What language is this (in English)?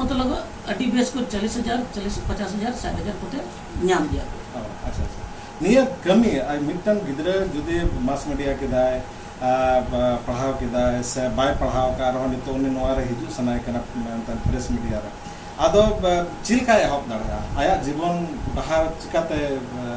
Santali